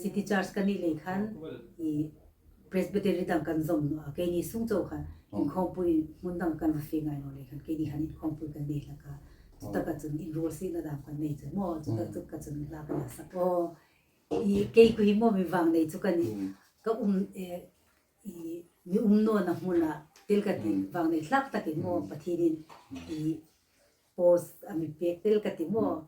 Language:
Hmar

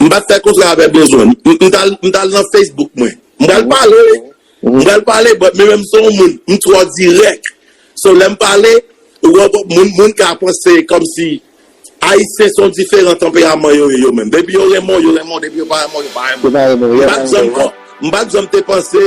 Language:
Haitian Creole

